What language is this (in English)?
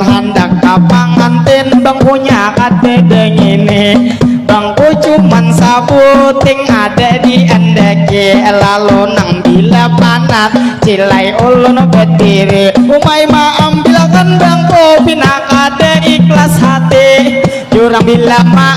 Banjar